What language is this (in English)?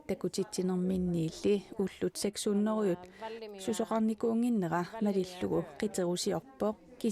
Kalaallisut